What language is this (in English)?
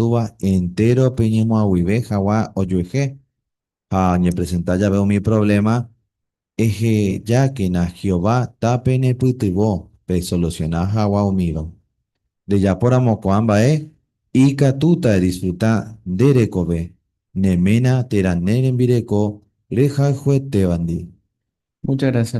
Guarani